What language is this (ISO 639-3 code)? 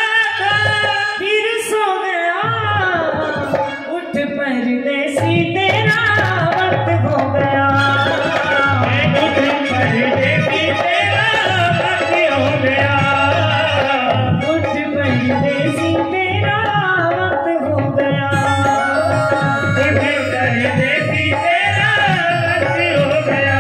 hin